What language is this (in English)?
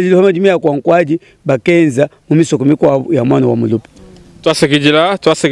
Luba-Lulua